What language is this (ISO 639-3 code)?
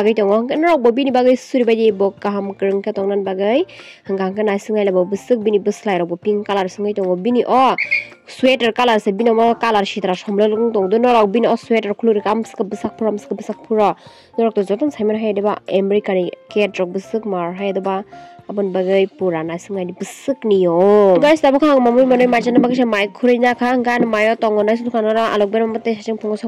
trp